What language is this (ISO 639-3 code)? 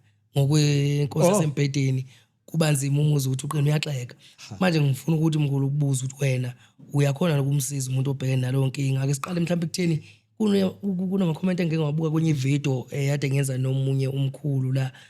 zul